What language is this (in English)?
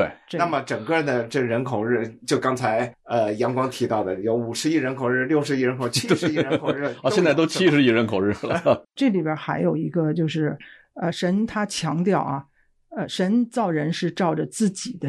Chinese